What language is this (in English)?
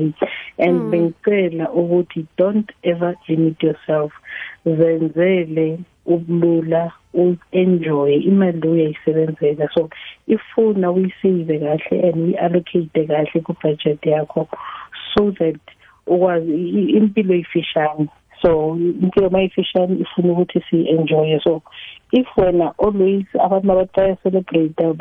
South Ndebele